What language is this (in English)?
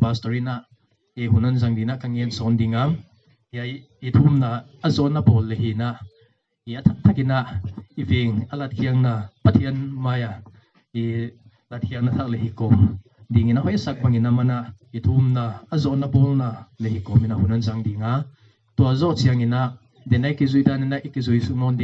Paite Chin